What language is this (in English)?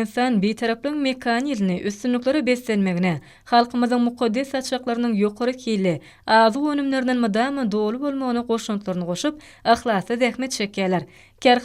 Turkmen